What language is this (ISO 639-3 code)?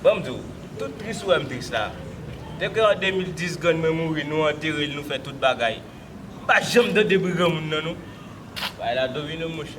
hat